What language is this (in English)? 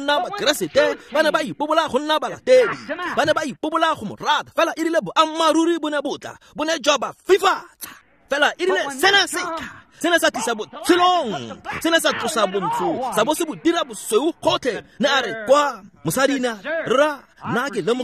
Tswana